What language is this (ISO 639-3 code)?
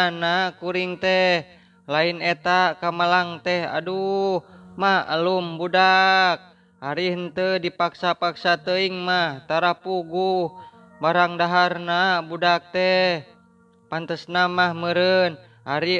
sun